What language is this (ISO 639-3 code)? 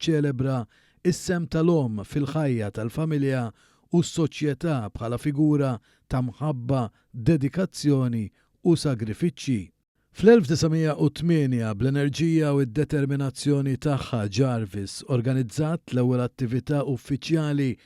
mlt